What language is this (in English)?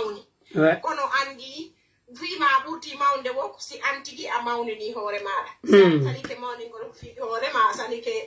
Pular